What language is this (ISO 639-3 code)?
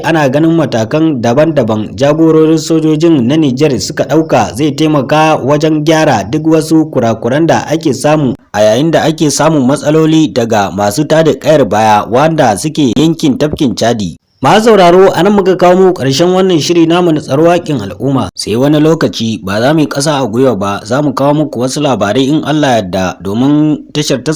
hau